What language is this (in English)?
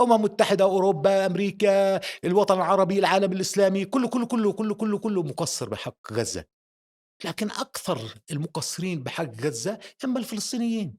North Levantine Arabic